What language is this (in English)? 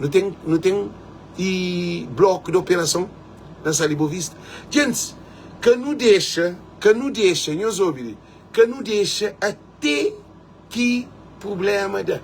Kabuverdianu